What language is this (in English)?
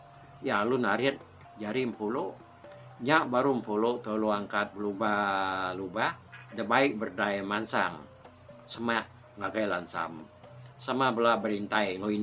Iban